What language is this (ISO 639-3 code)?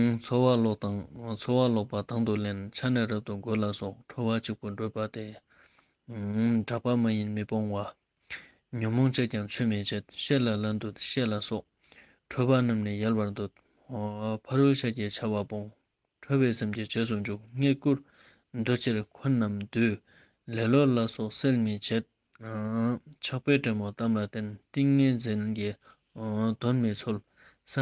lbj